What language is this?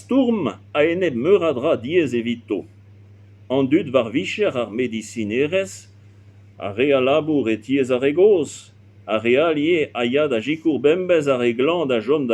Breton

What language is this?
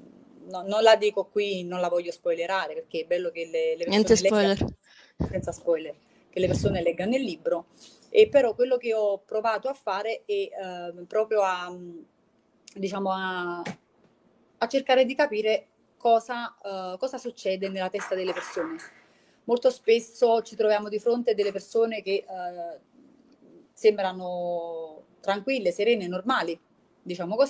Italian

